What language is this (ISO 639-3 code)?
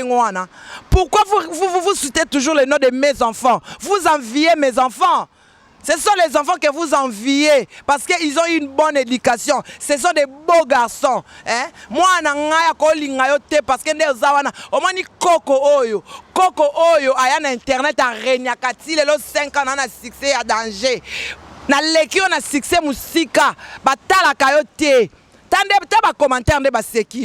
lin